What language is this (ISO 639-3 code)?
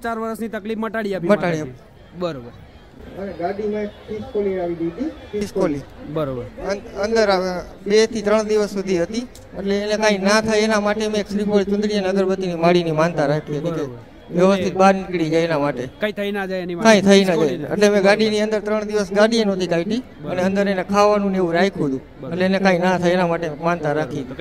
guj